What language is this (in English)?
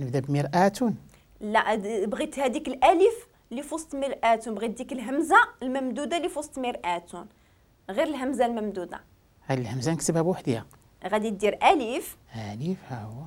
Moroccan Arabic